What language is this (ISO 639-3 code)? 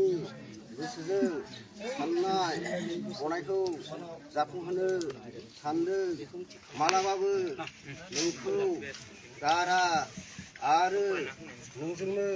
brx